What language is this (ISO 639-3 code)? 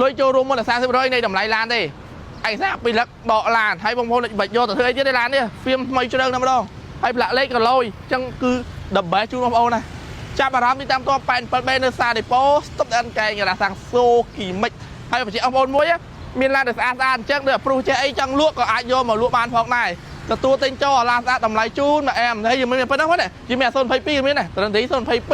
khm